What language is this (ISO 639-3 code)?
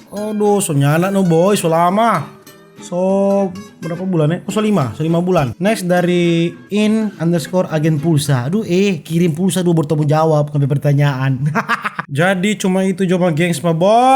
xmm